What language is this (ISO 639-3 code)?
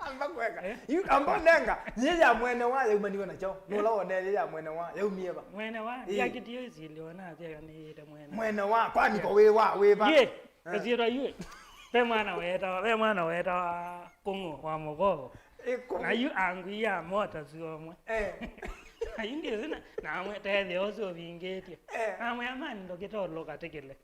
kam